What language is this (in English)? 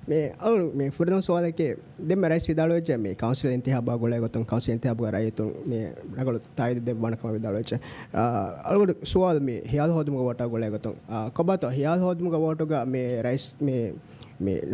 Divehi